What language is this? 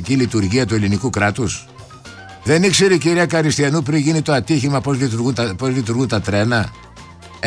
Greek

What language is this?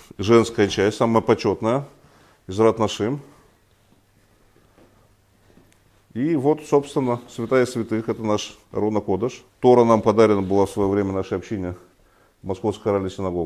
Russian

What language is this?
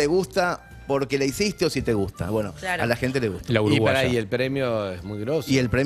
Spanish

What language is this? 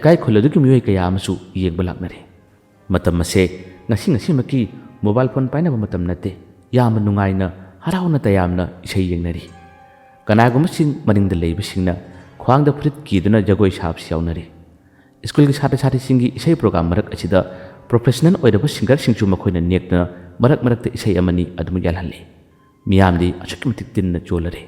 Manipuri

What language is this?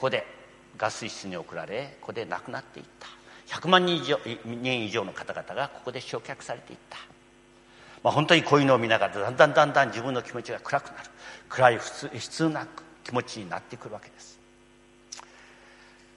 Japanese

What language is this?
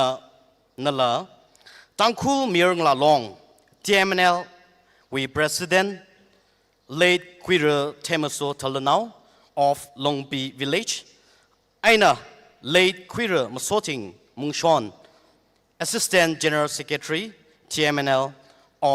Tangkhul Naga (India)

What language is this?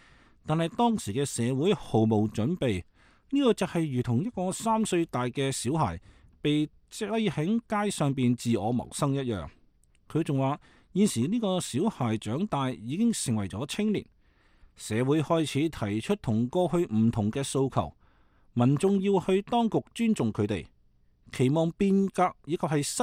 Cantonese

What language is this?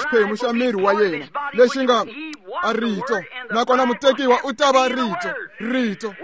Tsonga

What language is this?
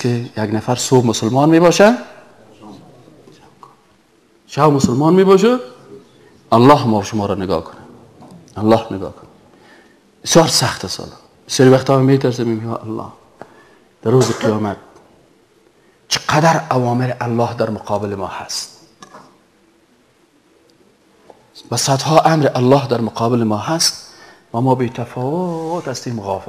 Persian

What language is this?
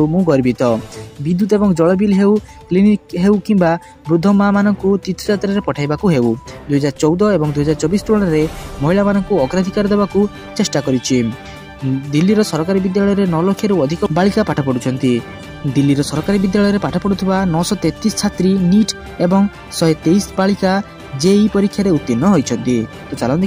Odia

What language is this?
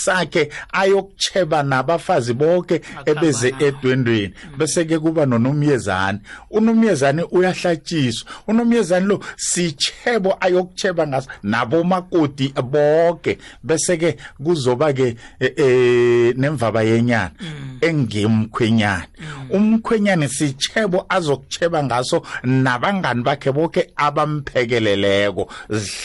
South Ndebele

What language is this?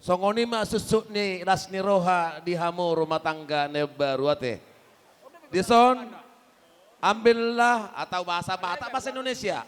Batak Toba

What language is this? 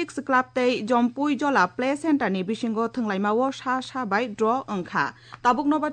Kok Borok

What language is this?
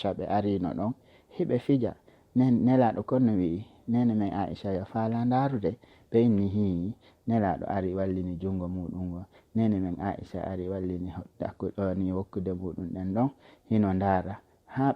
Fula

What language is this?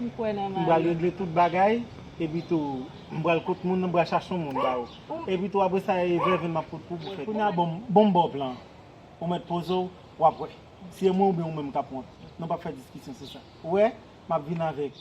Haitian Creole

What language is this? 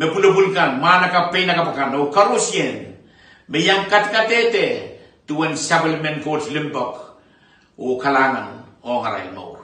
Pohnpeian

